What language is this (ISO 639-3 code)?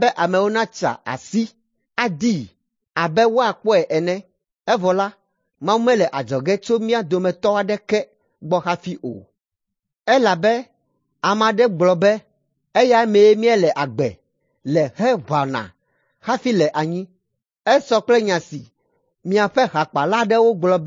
ewe